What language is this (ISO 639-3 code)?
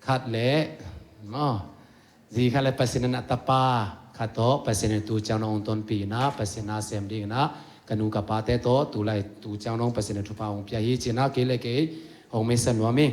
ctd